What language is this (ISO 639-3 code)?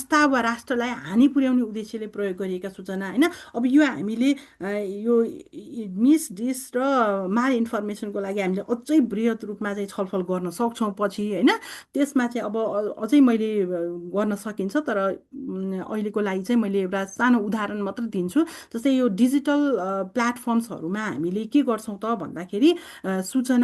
nep